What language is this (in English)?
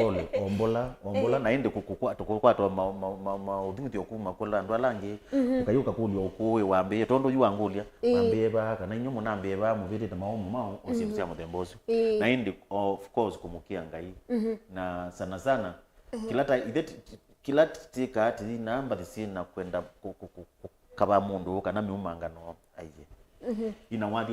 Kamba